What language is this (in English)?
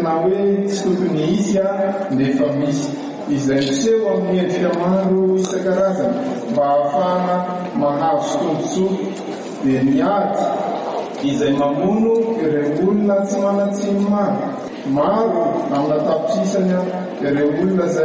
Malagasy